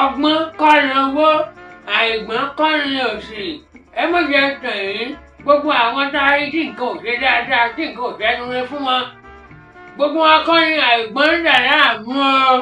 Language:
Yoruba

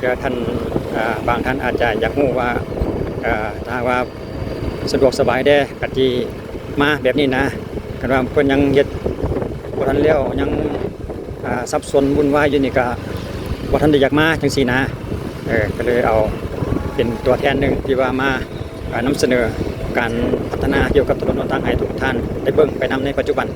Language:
Lao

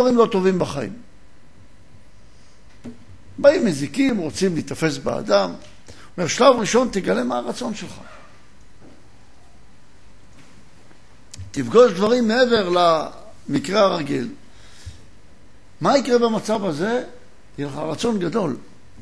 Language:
Hebrew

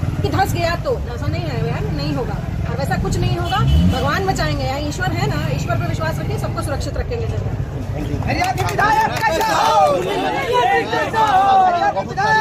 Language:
Hindi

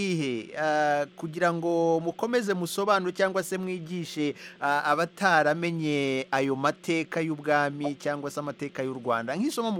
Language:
Kinyarwanda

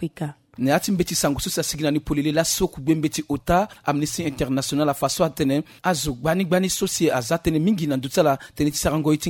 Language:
Sango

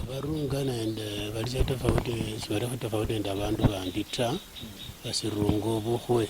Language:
Luyia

